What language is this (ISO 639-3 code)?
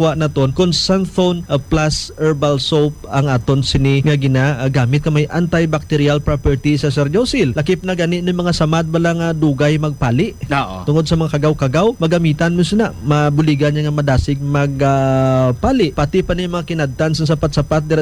hil